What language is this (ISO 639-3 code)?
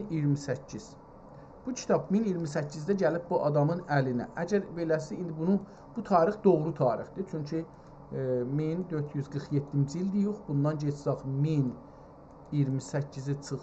azb